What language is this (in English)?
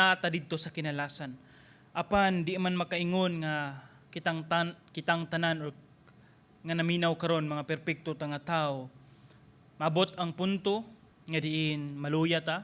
Cebuano